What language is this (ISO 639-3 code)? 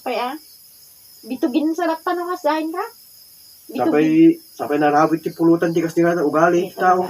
ilo